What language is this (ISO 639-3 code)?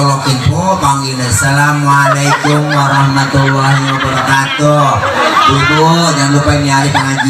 bew